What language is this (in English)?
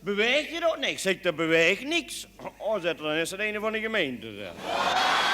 Limburgish